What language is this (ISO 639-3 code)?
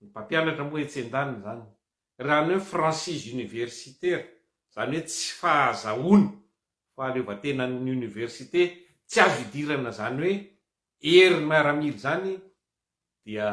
mlg